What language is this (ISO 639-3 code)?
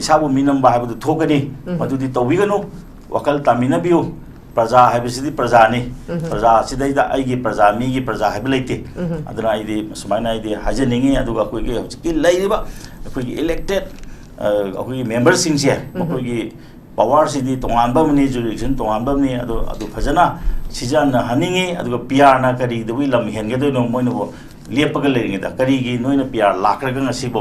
mni